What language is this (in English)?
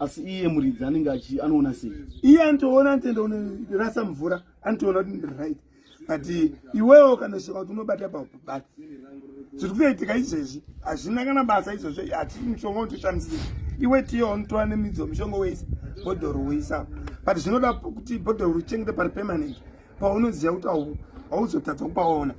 Shona